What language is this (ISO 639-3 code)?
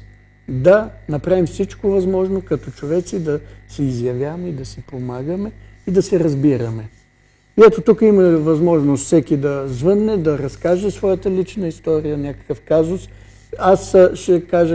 bul